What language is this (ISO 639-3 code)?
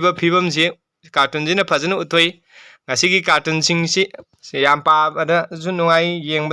mni